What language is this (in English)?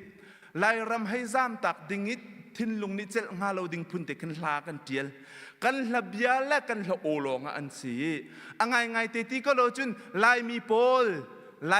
Hakha Chin